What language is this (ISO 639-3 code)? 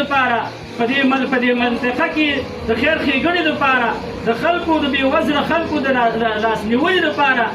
pus